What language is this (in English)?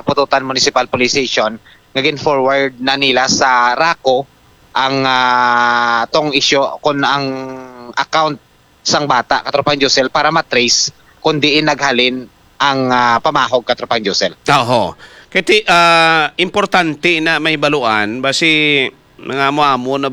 Hiligaynon